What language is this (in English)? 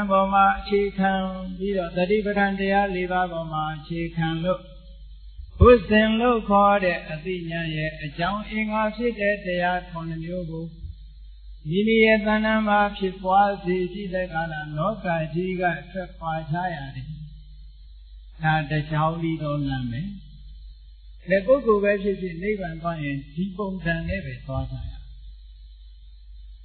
Burmese